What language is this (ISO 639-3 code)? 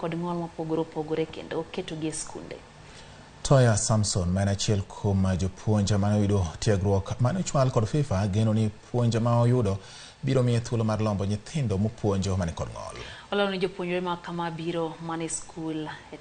luo